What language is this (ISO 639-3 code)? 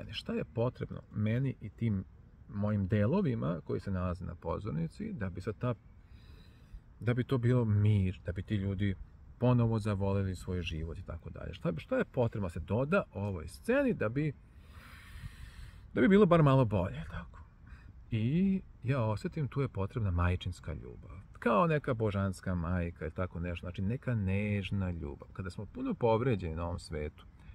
srp